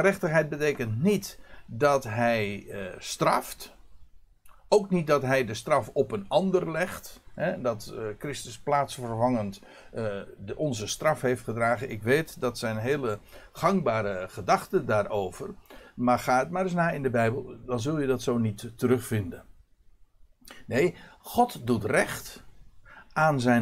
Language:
Dutch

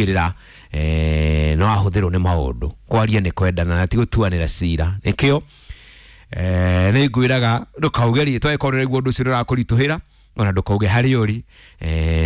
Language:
Kikuyu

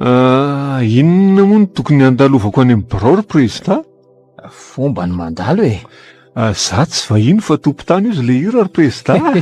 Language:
Malagasy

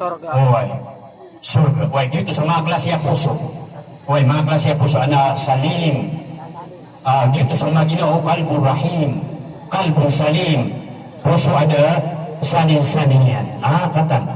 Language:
Maranao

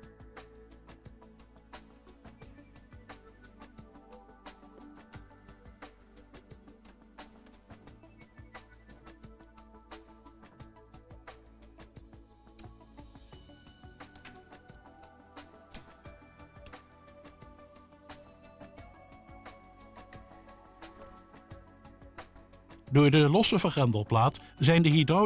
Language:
Dutch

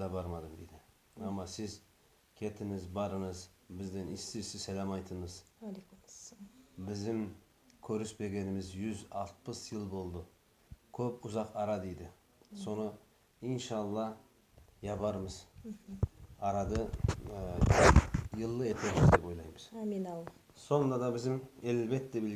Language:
Nogai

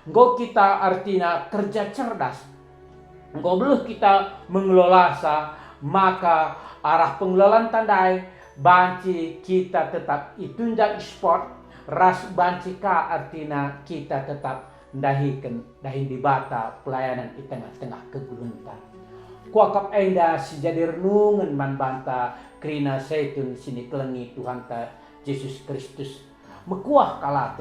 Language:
Batak Karo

